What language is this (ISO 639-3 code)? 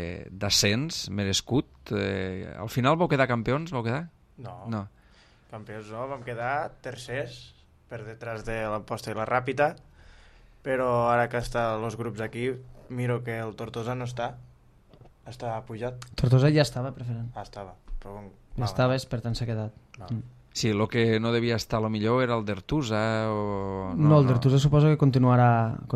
cat